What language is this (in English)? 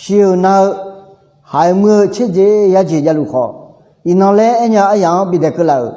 Akha